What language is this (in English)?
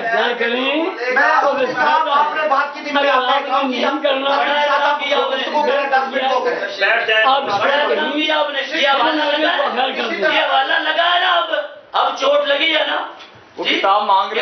Urdu